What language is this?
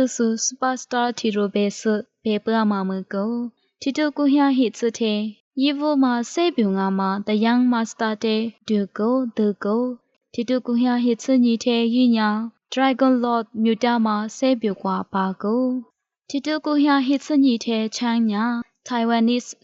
Lisu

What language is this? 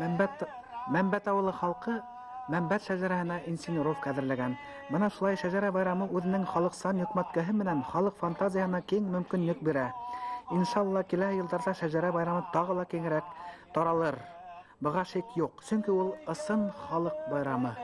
Bashkir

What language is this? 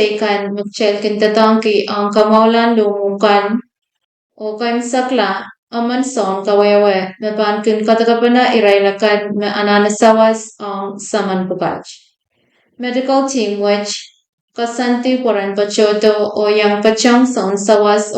Pohnpeian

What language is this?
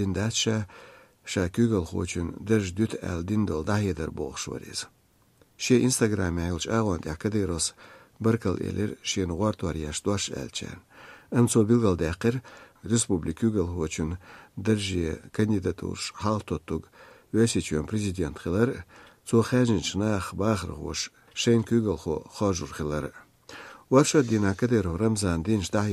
Chechen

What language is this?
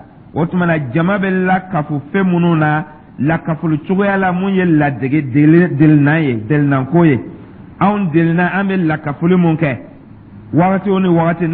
Dyula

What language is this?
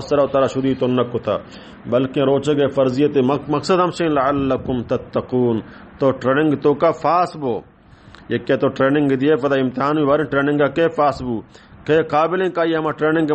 Baluchi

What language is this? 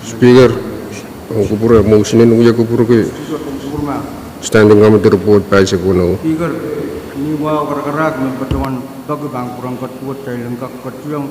Pohnpeian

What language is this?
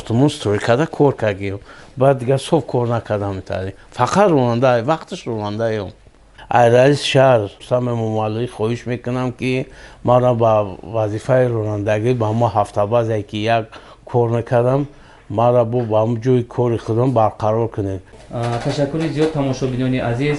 Tajik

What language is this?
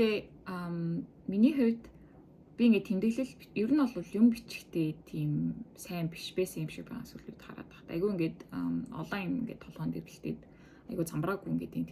Mongolian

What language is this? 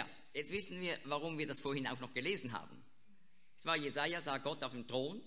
German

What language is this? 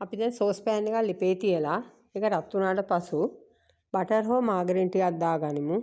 Sinhala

